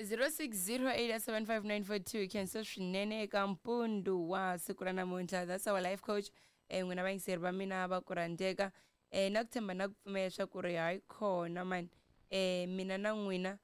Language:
Tsonga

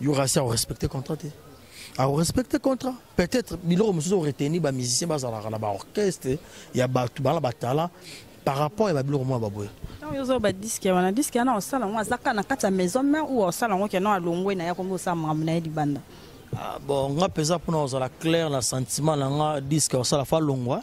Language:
Lingala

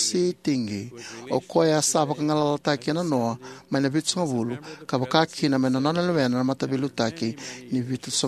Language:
Fijian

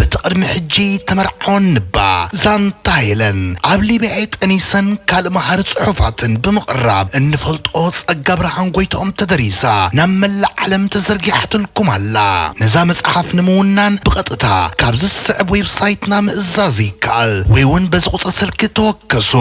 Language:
Tigrinya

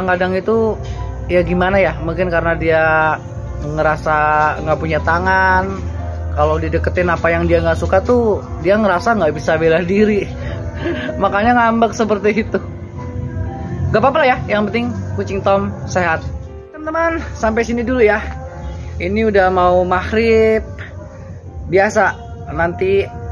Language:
Indonesian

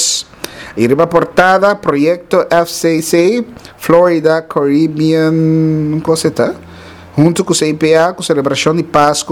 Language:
Papiamento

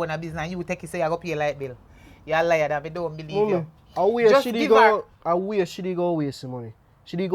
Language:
Jamaican Creole English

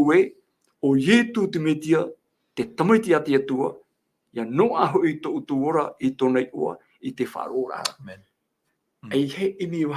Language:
Tahitian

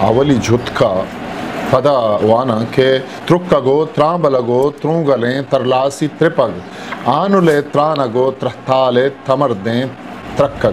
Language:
Eastern Balochi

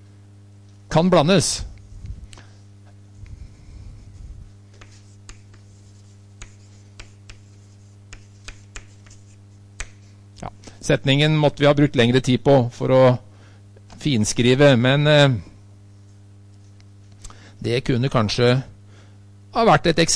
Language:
Norwegian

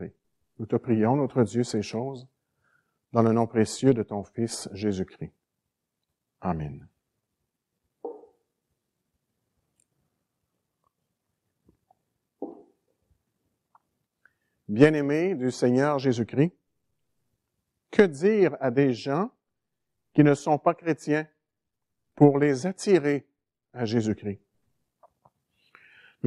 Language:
French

